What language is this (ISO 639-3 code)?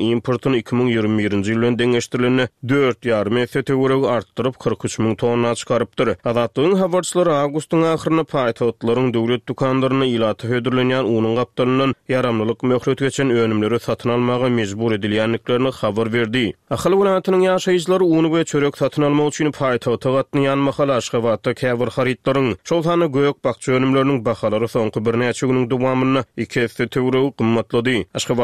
tuk